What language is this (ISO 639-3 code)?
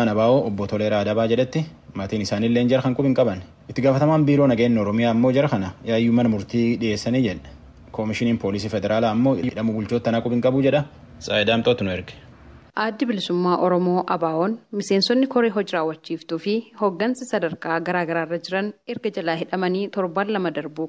orm